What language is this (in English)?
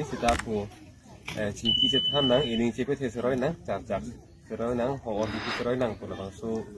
Karbi